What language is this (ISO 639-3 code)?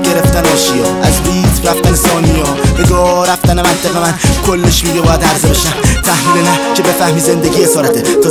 fas